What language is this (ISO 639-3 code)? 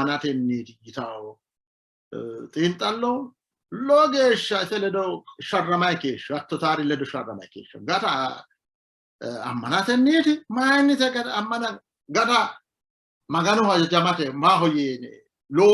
sid